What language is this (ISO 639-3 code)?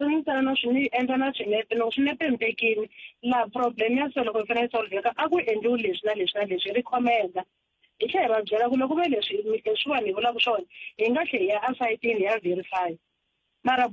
tso